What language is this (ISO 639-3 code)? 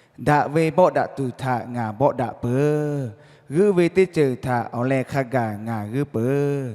lhu